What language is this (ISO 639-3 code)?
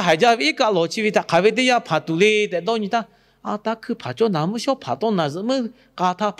lhu